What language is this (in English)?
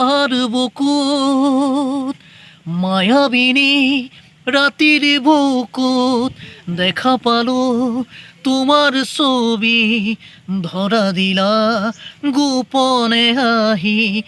Assamese